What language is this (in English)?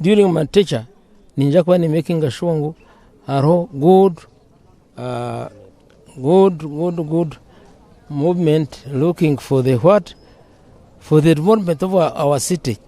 Nyankole